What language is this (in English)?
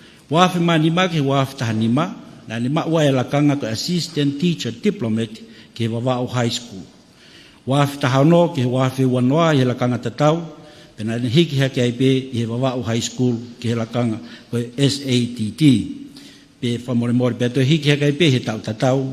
Tongan